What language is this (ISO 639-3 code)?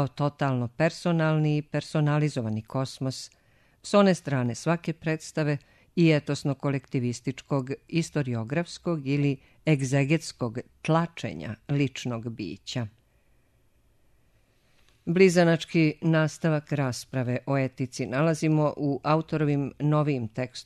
srp